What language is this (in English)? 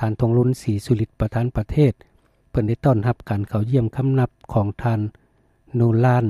Lao